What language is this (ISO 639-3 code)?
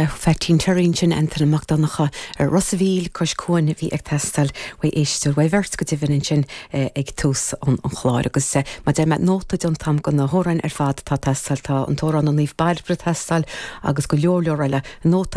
gle